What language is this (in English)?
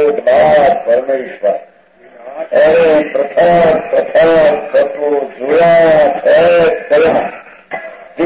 Gujarati